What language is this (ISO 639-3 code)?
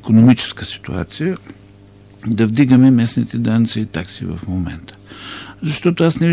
bul